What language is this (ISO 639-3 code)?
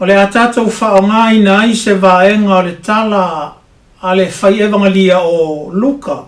smo